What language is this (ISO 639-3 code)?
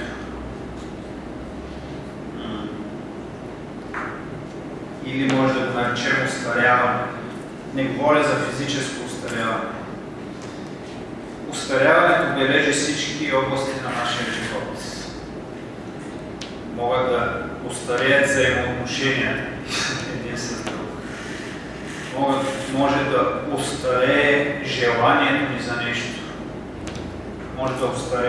bul